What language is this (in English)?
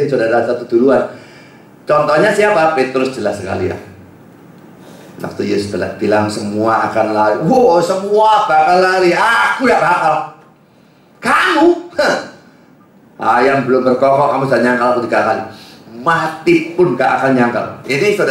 Indonesian